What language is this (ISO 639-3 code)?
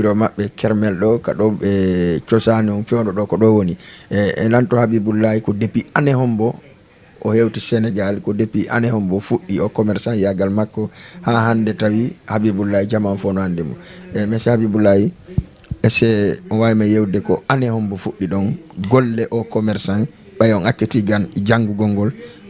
ful